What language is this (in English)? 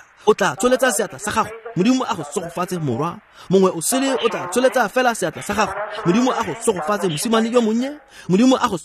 Tswana